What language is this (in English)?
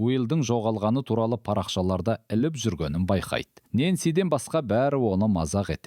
Kazakh